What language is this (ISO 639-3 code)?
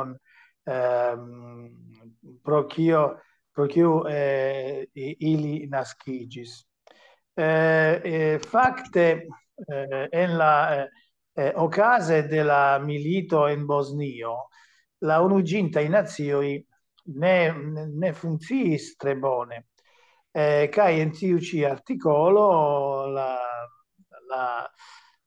epo